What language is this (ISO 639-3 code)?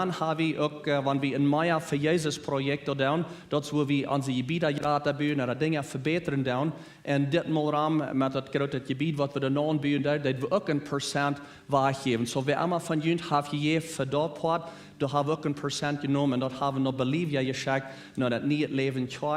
pdt